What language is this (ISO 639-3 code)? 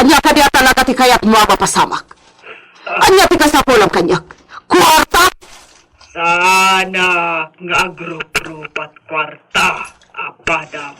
ilo